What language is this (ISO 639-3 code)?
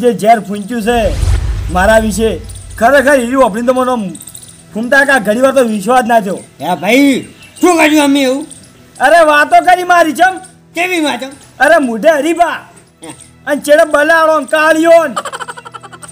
guj